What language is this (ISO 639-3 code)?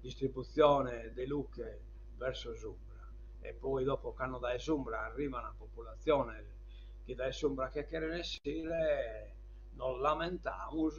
srd